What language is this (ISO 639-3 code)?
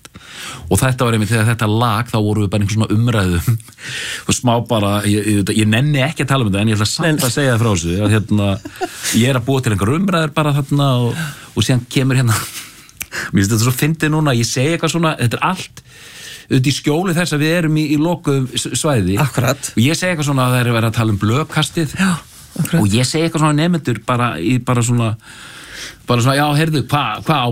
isl